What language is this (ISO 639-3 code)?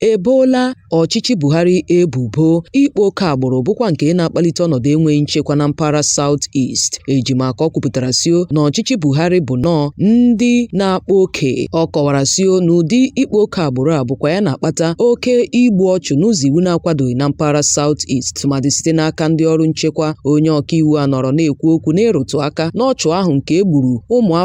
ibo